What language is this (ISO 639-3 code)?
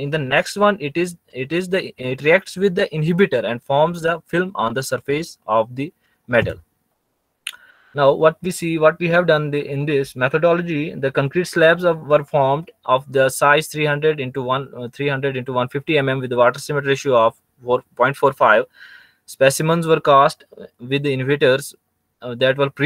eng